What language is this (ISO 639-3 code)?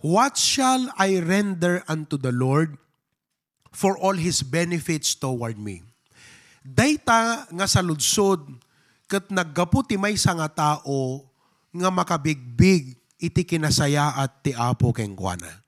ilo